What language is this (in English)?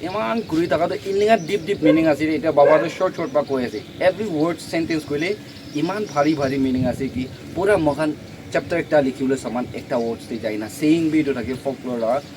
Naga Pidgin